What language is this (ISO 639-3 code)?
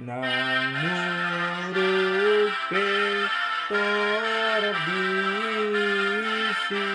bbc